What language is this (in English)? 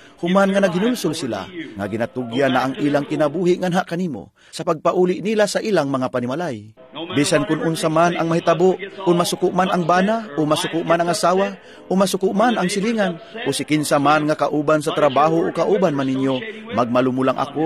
Cebuano